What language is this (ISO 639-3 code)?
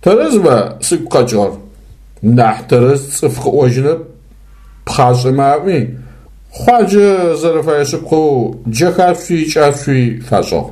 ady